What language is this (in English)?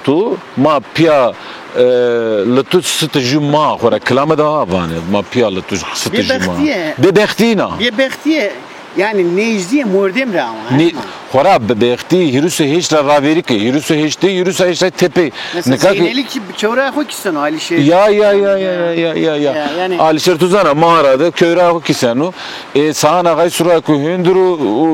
Zaza